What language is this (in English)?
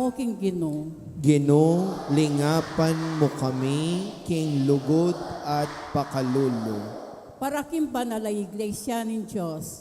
Pampanga